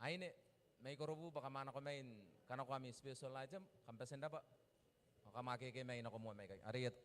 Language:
Gilbertese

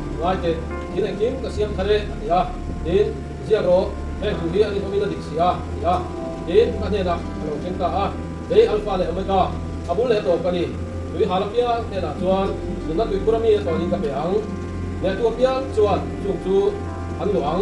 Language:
Mizo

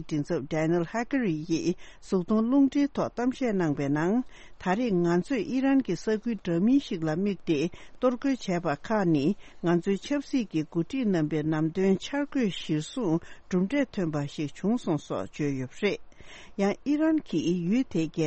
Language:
Tibetan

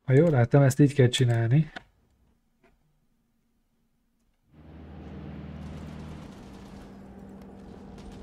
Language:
Hungarian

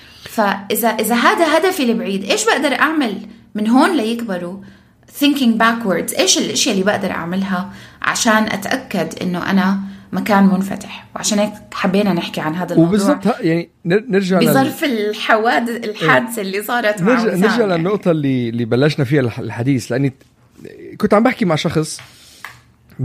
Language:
North Levantine Arabic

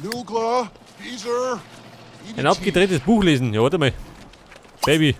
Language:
Bavarian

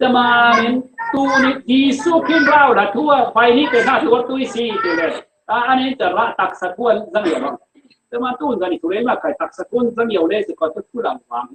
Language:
Falam Chin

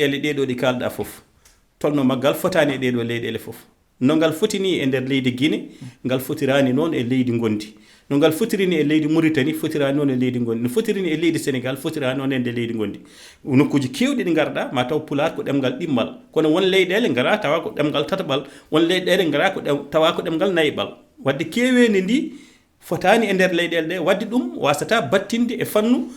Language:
Fula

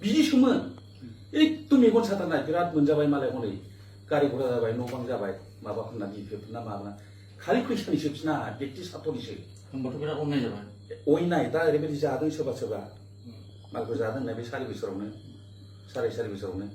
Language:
Bodo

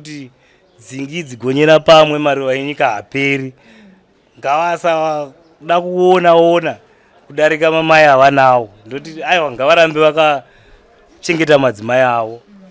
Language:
Shona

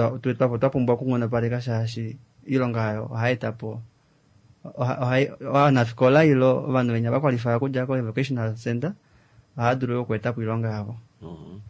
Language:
Kuanyama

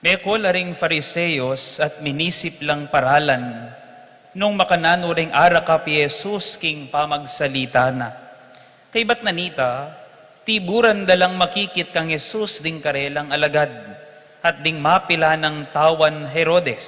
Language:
Pampanga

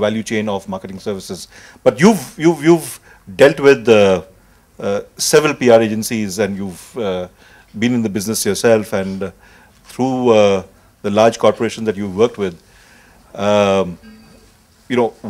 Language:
English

